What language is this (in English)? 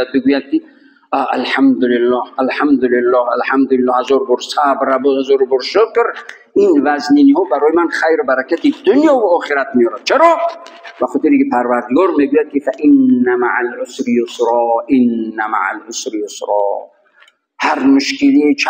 Tajik